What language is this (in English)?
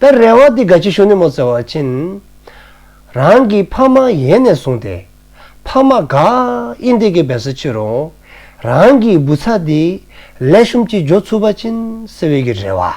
Dzongkha